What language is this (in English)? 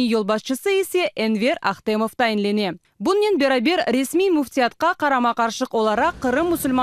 Crimean Tatar